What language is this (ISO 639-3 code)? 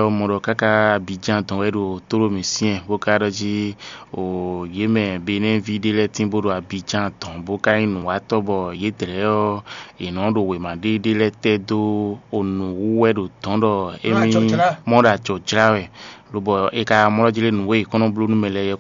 fon